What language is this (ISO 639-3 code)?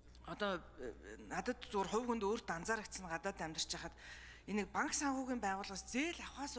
mon